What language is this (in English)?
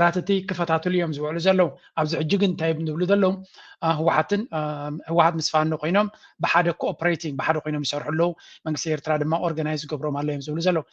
Tigrinya